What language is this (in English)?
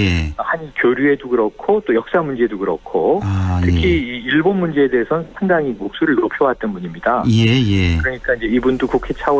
Korean